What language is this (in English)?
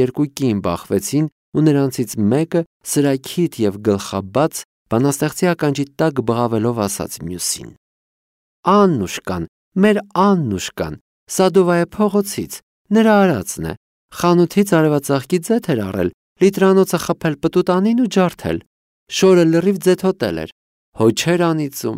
Armenian